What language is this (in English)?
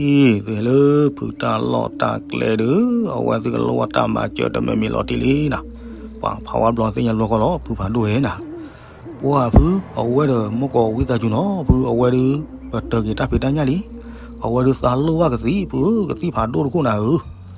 S'gaw Karen